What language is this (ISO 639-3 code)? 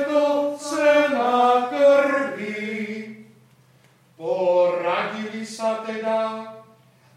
slk